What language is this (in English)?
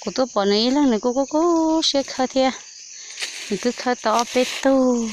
Hmong